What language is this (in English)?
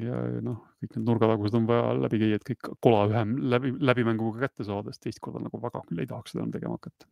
Estonian